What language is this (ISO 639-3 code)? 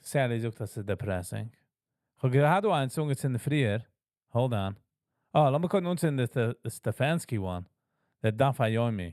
yid